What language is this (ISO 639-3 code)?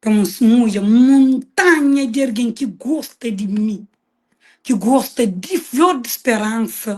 kea